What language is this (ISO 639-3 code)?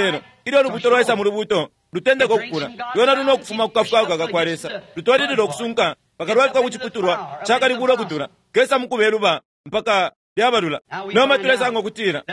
bem